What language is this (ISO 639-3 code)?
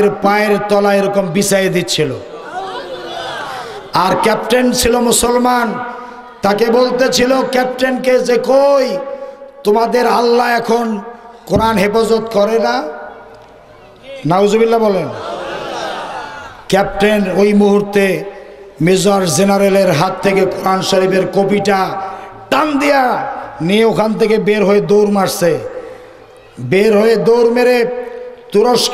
ben